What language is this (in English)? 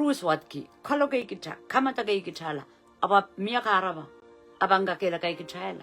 Pohnpeian